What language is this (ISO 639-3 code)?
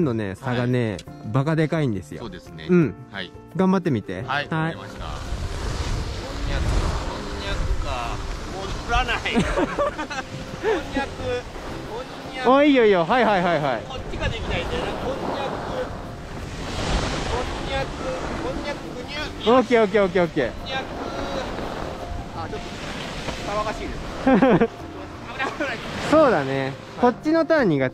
jpn